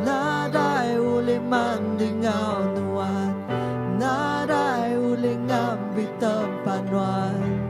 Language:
Iban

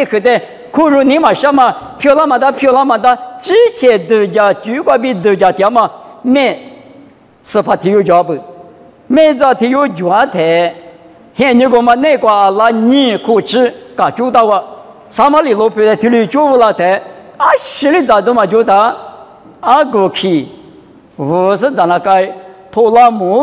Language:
Lisu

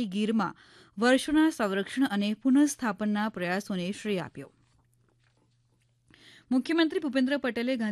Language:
Gujarati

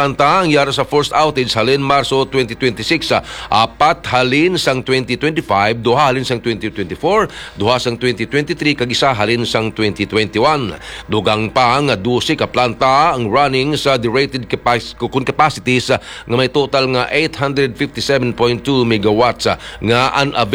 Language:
Hiligaynon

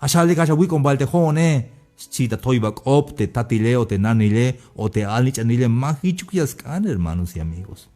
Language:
Tzeltal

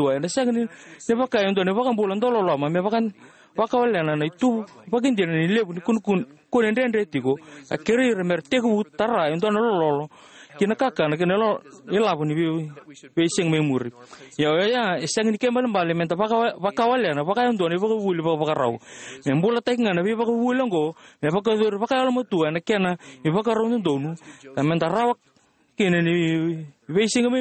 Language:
Fijian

